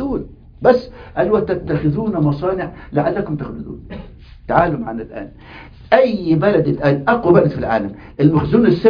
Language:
Arabic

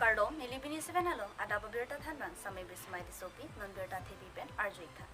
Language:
Karbi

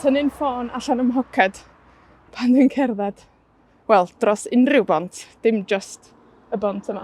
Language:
Welsh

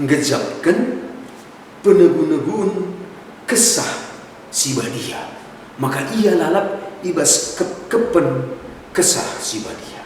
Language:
Batak Karo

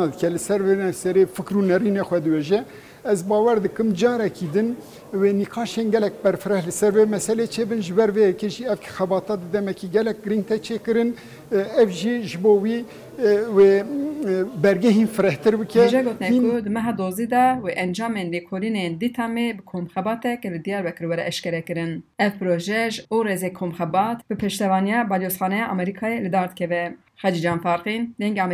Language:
Kurdish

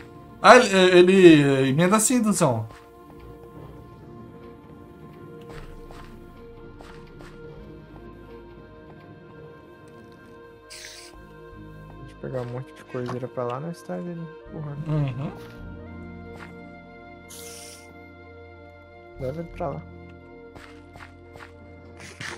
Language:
Portuguese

